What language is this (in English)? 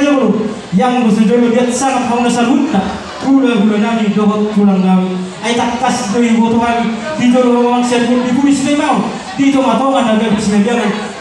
Batak Toba